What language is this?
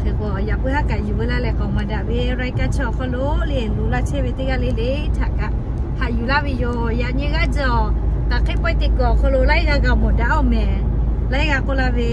Lahu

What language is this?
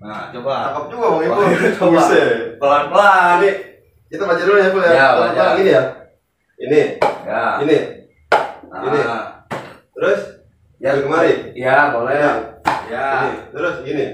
Betawi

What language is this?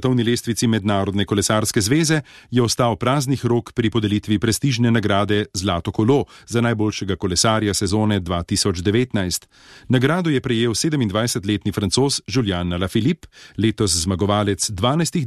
Slovenian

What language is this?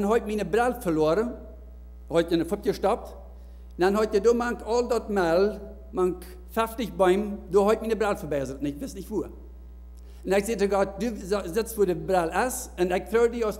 Plautdietsch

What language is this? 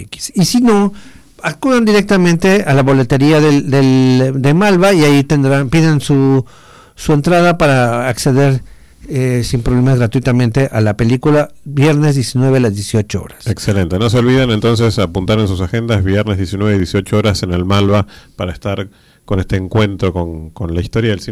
Spanish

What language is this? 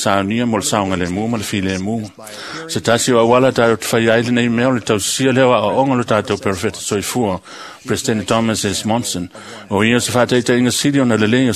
Samoan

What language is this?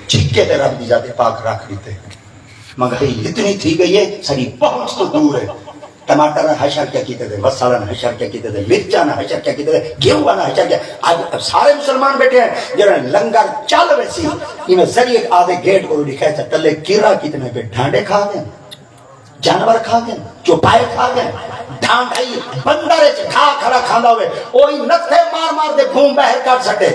Saraiki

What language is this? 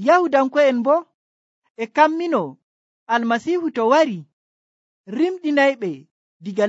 Nigerian Fulfulde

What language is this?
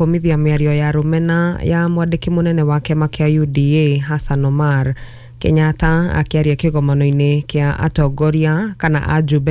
Kikuyu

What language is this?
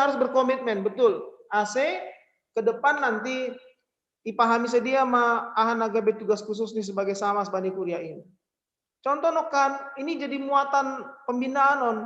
Batak Simalungun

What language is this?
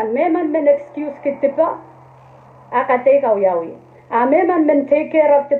Pohnpeian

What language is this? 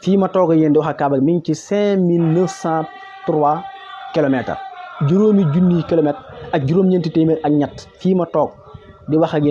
Wolof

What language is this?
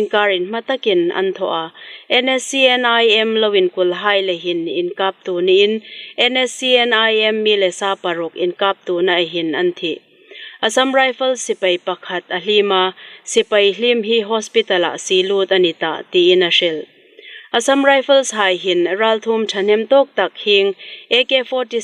Hmar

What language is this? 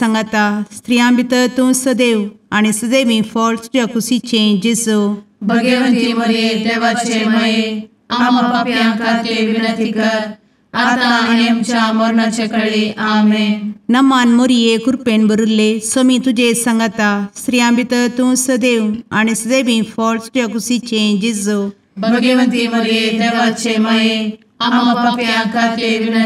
Konkani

